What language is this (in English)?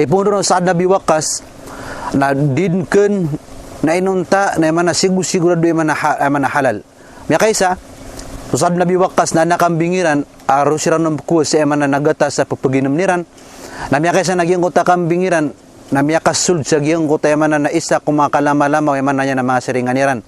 Maranao